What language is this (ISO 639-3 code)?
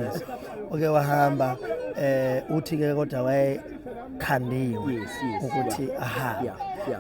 zul